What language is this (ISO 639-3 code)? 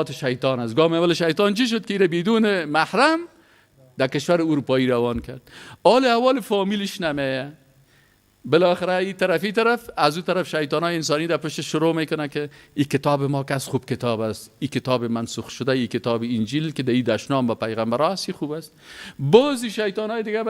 fas